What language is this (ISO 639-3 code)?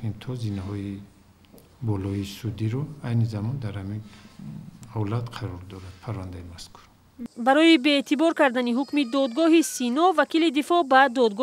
tgk